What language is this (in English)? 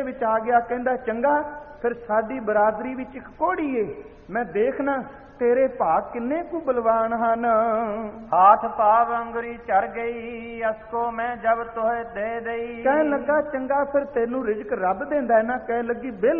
Punjabi